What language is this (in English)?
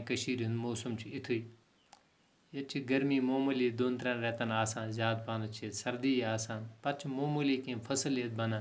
Kashmiri